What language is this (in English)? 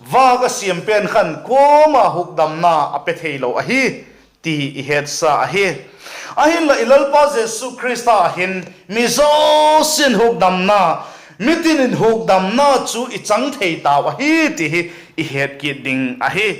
Vaiphei